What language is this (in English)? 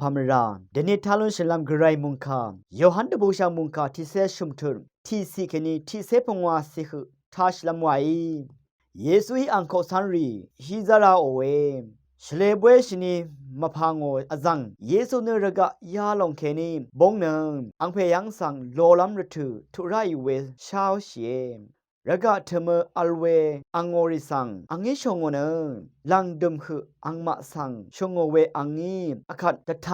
Rawang